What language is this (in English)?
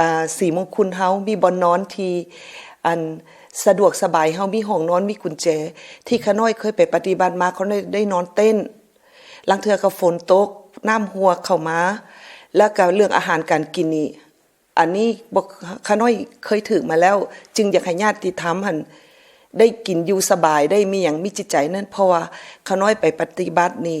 Lao